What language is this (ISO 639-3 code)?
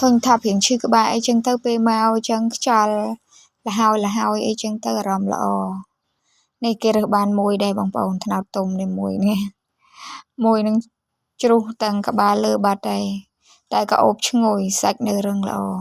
khm